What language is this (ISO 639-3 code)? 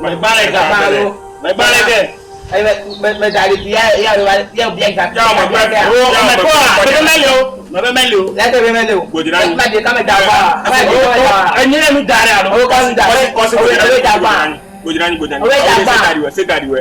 ewe